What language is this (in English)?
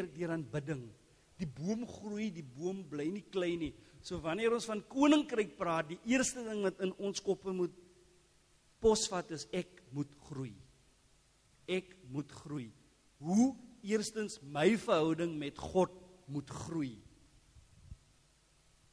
Afrikaans